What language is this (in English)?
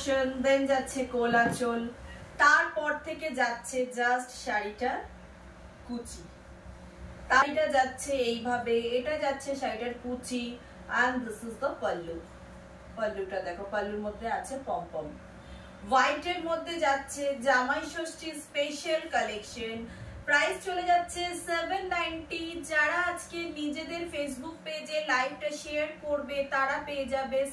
Bangla